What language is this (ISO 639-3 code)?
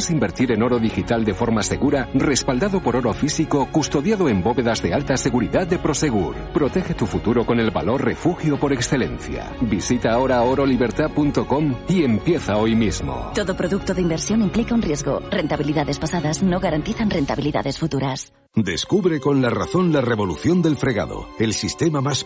spa